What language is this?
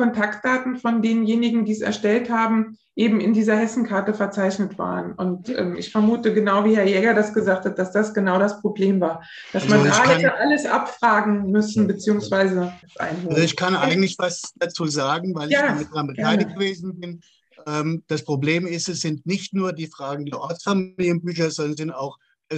German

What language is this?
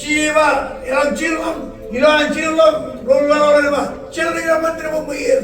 Marshallese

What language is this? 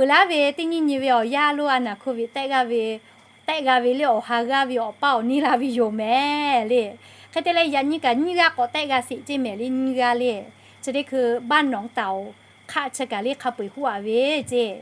Lahu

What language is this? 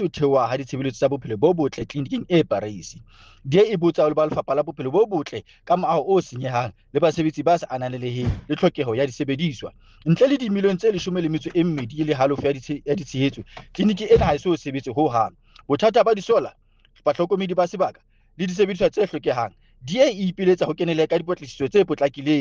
Southern Sotho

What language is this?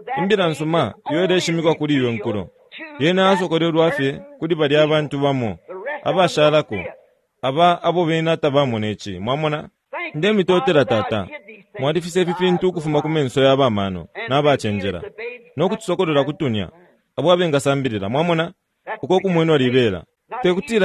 Bemba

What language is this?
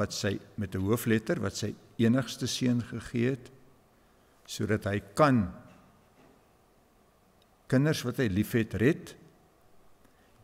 Afrikaans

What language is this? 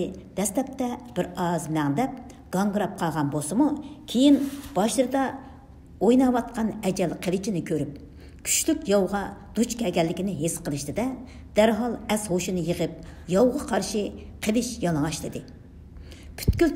Uyghur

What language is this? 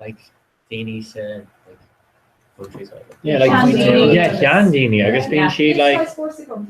Irish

